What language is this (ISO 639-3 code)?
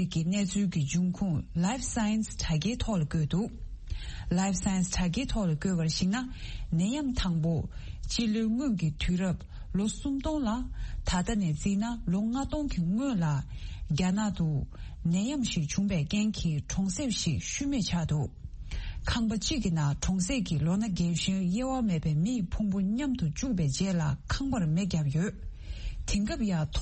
bod